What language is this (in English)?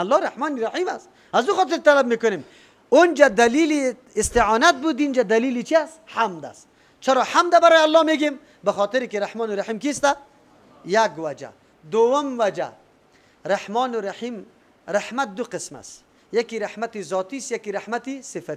Persian